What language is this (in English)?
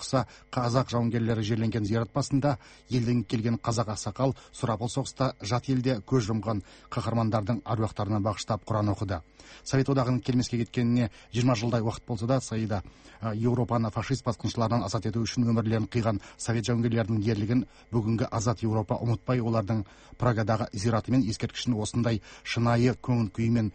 Kazakh